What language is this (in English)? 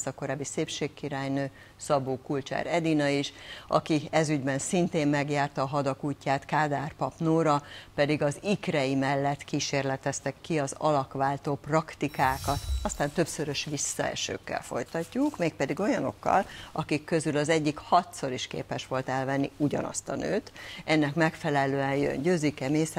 Hungarian